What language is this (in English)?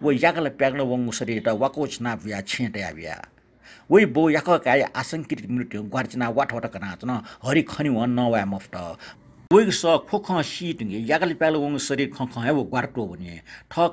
Newari